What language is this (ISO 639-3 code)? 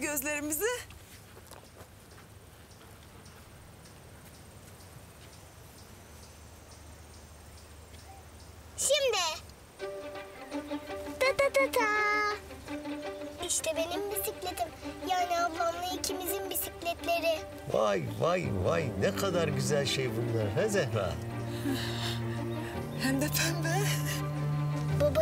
tur